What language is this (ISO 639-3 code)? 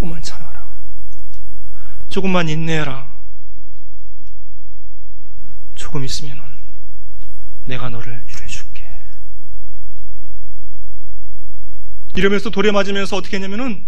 kor